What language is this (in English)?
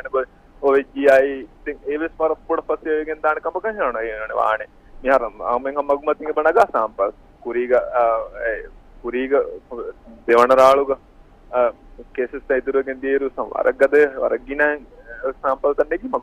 Divehi